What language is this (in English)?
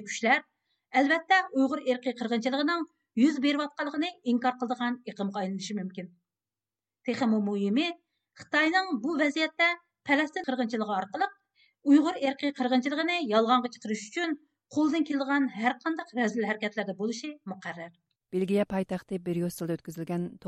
Uyghur